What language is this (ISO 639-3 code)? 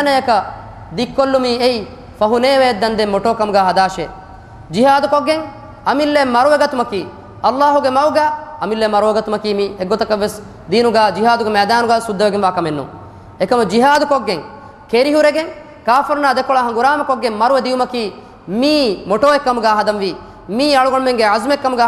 div